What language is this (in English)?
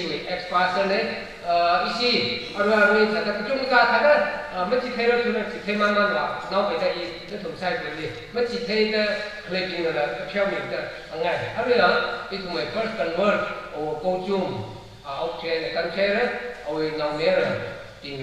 Tangkhul Naga (India)